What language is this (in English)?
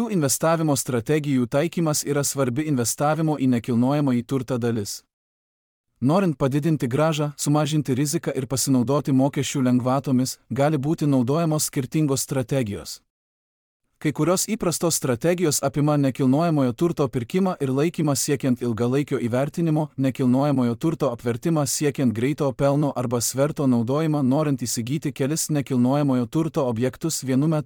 Lithuanian